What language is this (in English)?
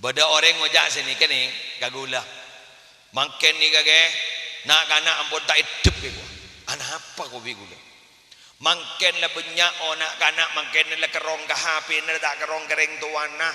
Madurese